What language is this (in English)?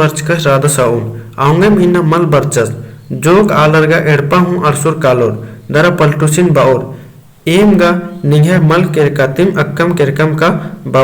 Kurukh